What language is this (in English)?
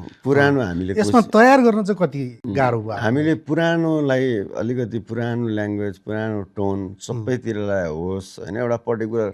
Nepali